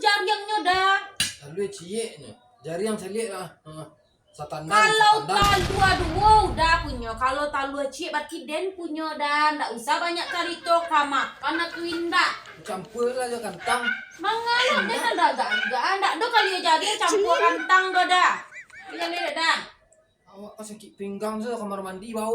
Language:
Minangkabau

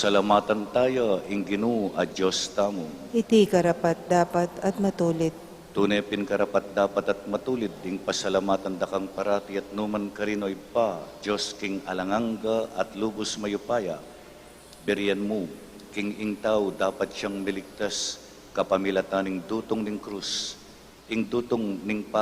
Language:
Pampanga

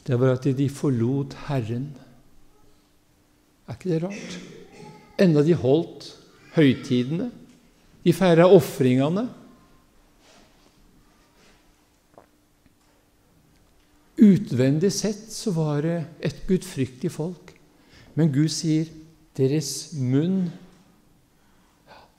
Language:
Norwegian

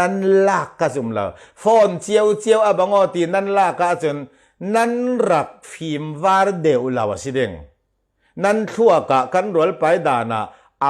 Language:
Falam Chin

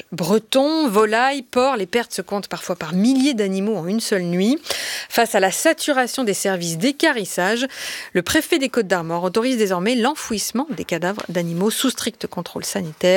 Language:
French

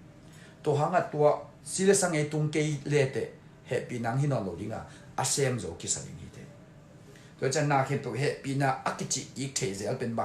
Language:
Tedim Chin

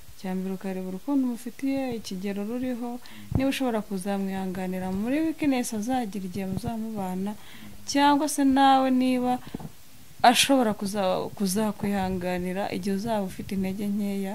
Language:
Kinyarwanda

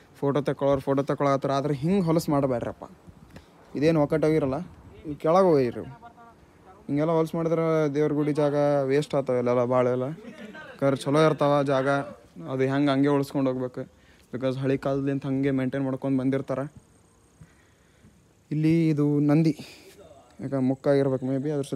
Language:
Kannada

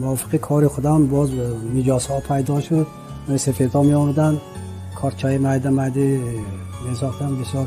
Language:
Tajik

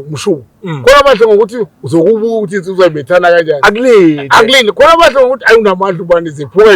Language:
Zulu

